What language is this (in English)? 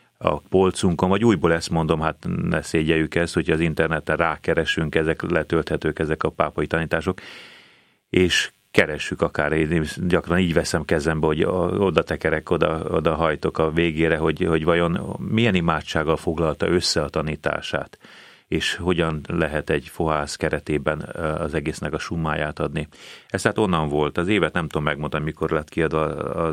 Hungarian